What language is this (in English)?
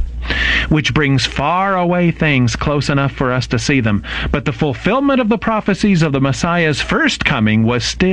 English